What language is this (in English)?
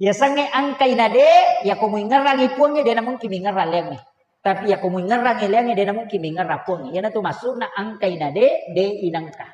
Buginese